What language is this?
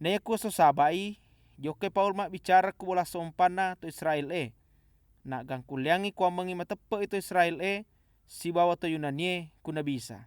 Buginese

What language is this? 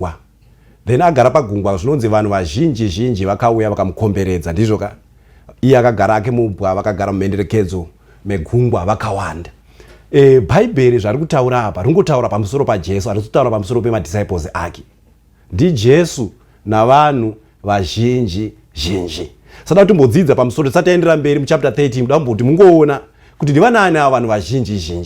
Shona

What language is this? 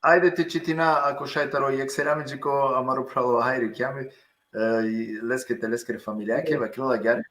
Balkan Romani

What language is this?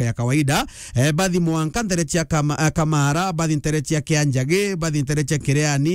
Meru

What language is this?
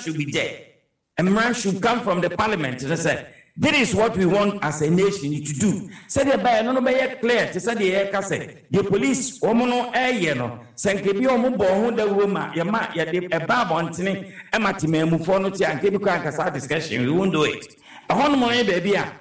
Akan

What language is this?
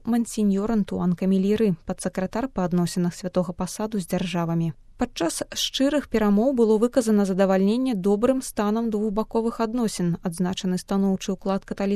Belarusian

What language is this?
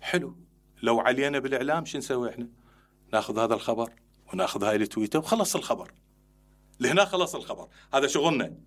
Mesopotamian Arabic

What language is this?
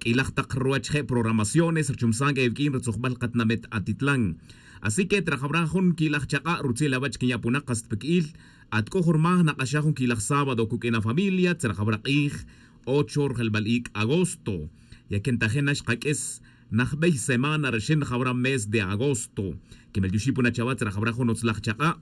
Tz'utujil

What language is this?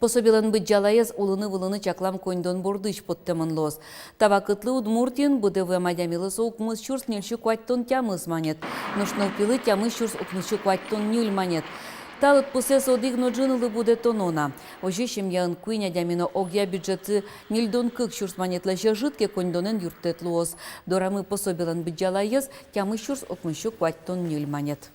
Udmurt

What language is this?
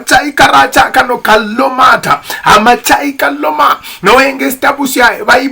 Luyia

